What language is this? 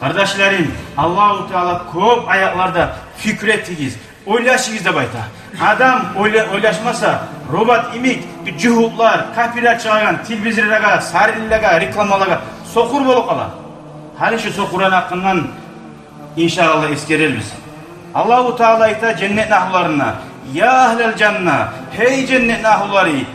Kumyk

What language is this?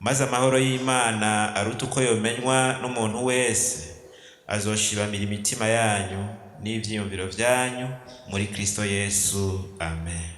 Rundi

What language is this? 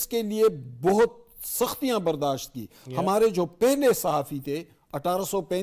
Urdu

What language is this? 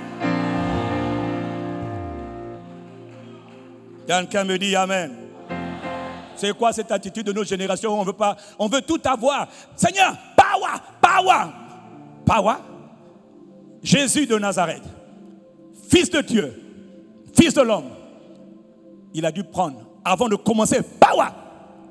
French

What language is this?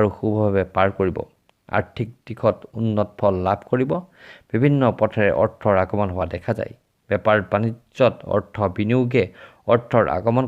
Assamese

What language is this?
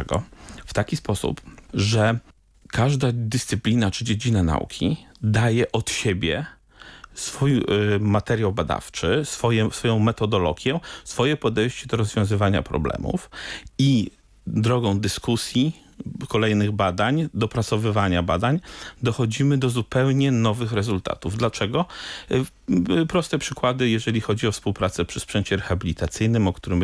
Polish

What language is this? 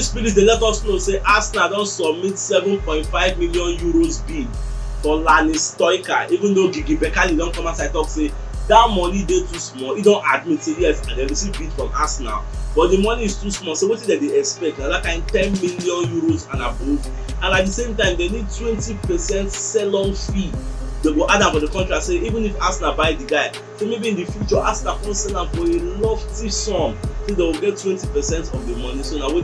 Nigerian Pidgin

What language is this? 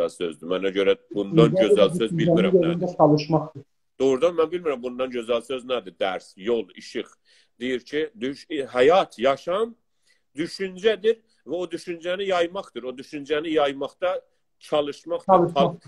South Azerbaijani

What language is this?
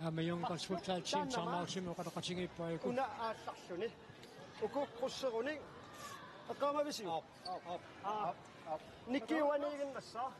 Kalaallisut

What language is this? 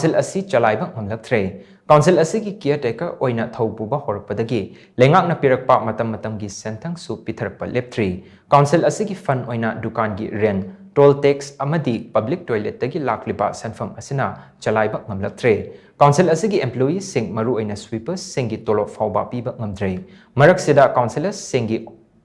Manipuri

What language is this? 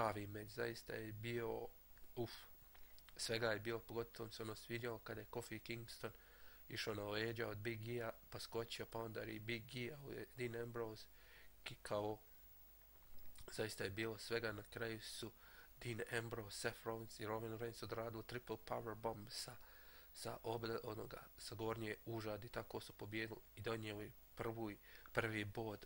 Bosnian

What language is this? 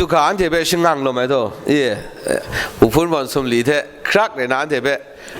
Kachin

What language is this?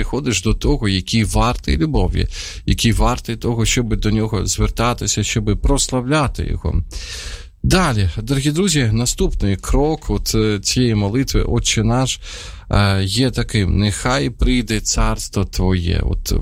Ukrainian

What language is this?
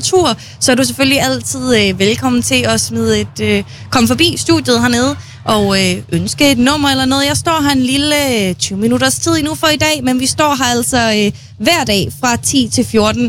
Danish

